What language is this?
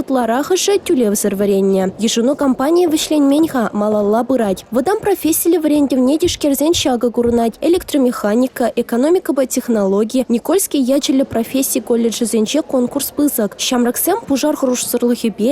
Chuvash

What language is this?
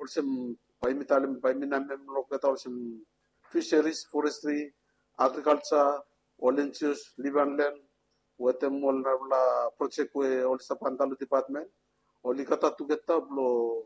Bislama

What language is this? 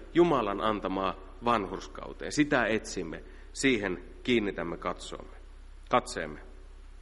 Finnish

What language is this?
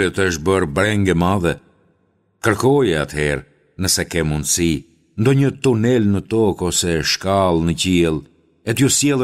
Albanian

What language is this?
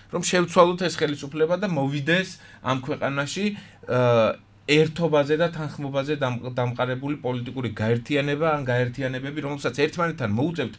Georgian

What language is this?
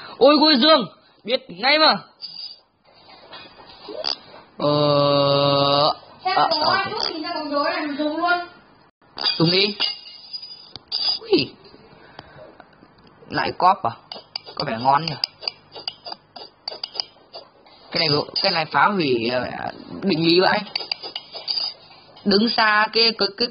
Vietnamese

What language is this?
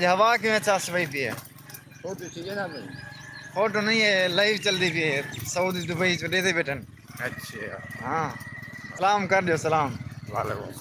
Saraiki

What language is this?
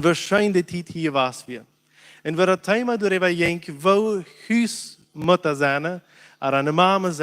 Plautdietsch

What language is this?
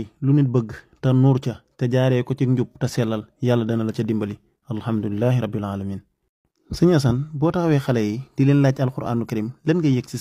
Wolof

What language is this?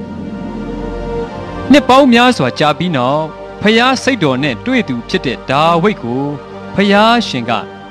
Burmese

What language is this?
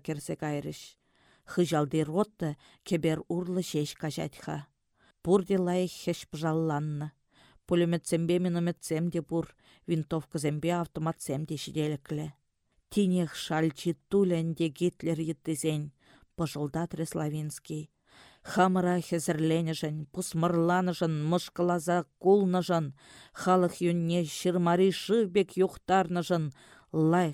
Chuvash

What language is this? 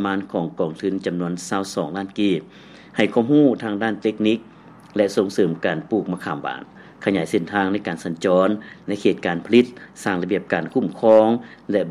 Lao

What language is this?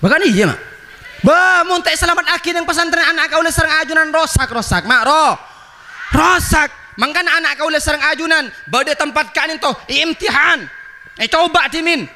Madurese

